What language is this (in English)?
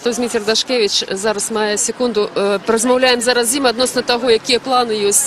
Belarusian